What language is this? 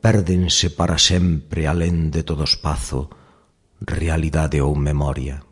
Galician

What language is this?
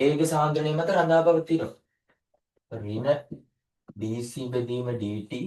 Sinhala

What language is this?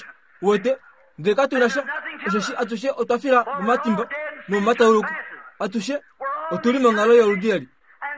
Kuanyama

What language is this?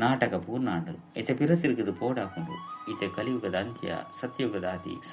Tulu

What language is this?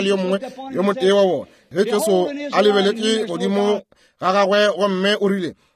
Northern Sotho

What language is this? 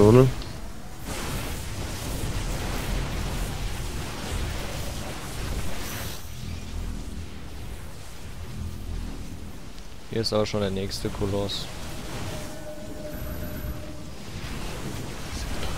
German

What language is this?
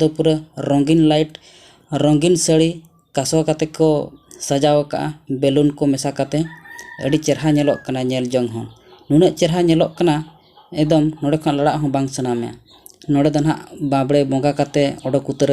Santali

